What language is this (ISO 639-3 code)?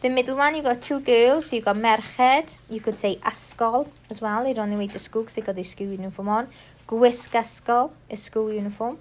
eng